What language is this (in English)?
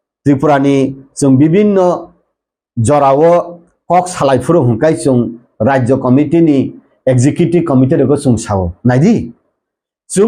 Kok Borok